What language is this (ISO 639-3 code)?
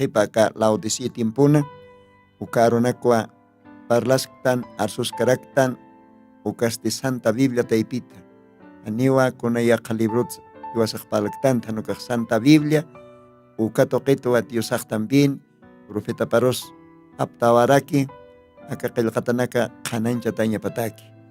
aym